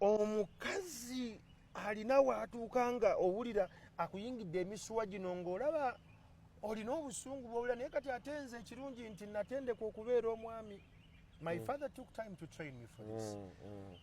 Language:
Ganda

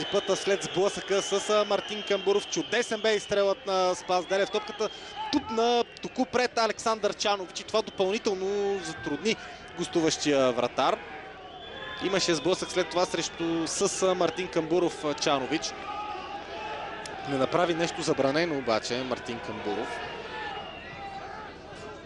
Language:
Bulgarian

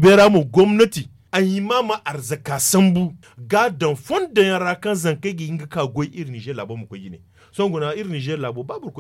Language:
Zarma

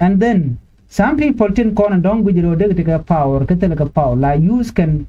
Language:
Nuer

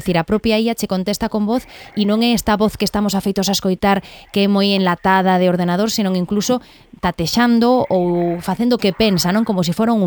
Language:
Galician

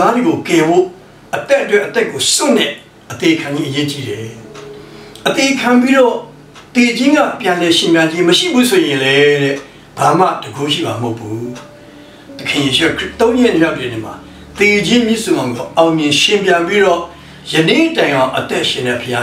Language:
Burmese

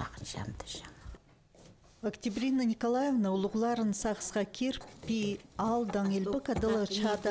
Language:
Khakas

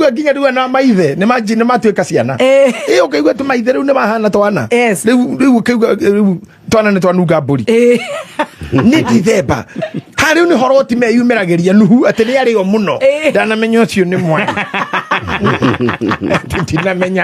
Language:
Kikuyu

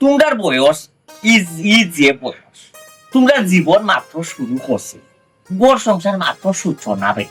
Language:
Sylheti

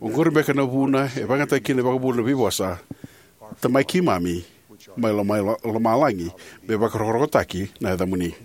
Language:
Fijian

